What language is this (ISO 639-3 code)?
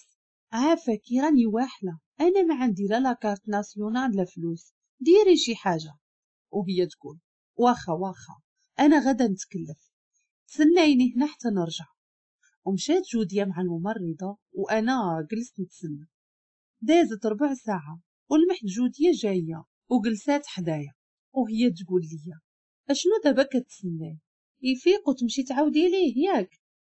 ary